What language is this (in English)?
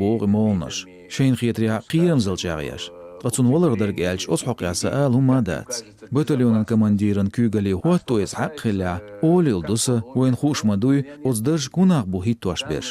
Chechen